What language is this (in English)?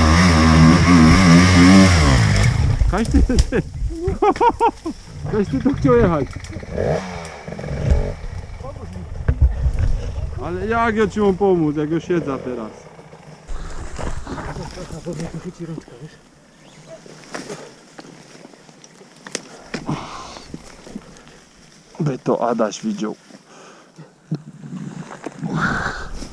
Polish